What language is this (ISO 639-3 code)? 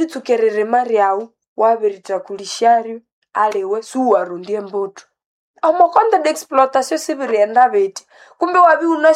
nnb